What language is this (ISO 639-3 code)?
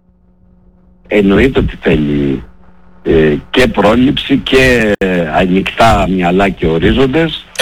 ell